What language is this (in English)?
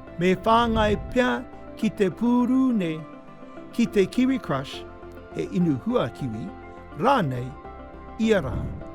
Māori